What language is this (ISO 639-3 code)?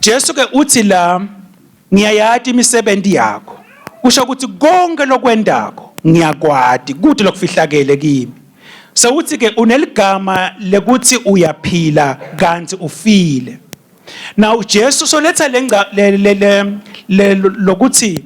ssw